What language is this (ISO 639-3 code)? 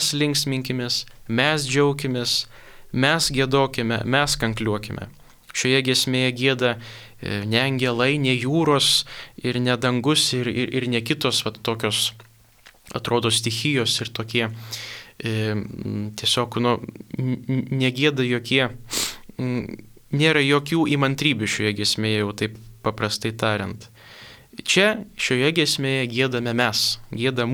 lit